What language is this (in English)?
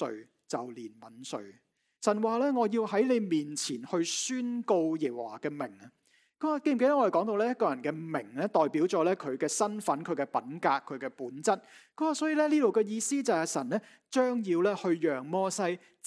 Cantonese